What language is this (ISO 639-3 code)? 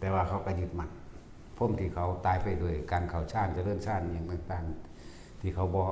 tts